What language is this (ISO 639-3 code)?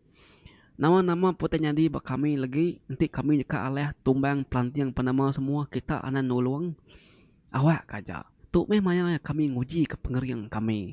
iba